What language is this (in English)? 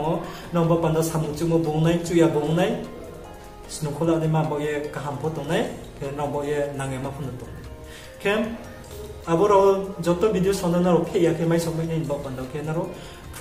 Riang (India)